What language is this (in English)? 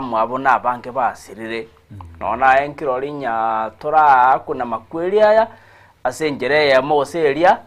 Gusii